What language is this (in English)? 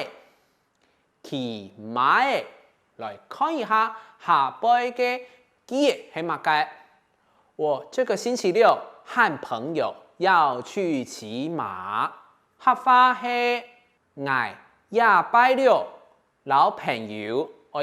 Hakka Chinese